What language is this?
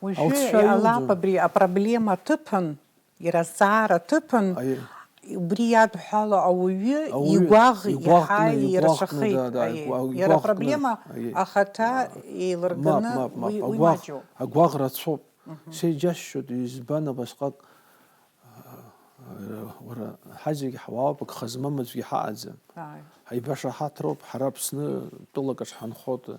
Abkhazian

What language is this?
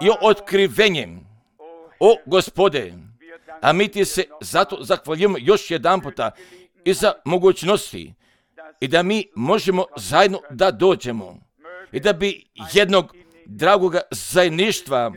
Croatian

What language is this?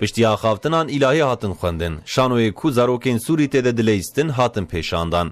Kurdish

